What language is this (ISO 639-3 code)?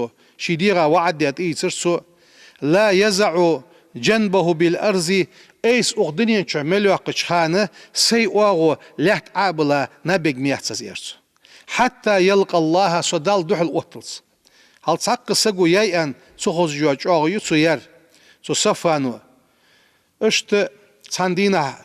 inh